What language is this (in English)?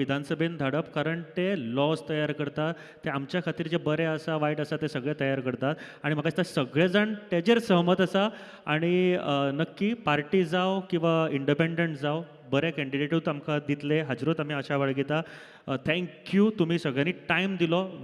Konkani